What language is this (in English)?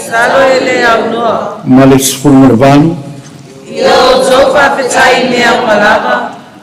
Samoan